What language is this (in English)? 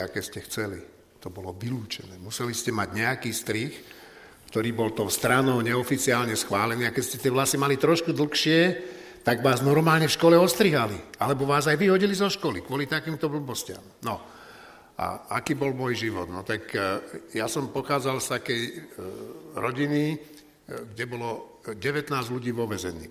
Slovak